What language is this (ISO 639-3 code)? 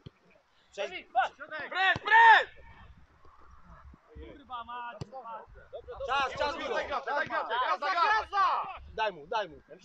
pol